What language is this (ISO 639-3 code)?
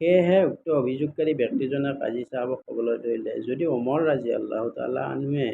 asm